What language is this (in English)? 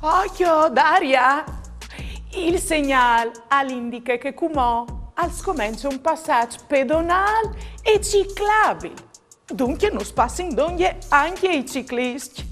Friulian